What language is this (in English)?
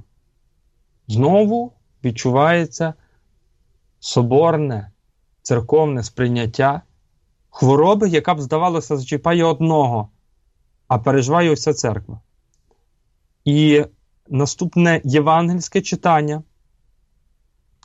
Ukrainian